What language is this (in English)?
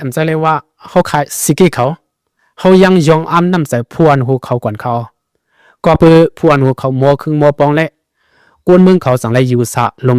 Shan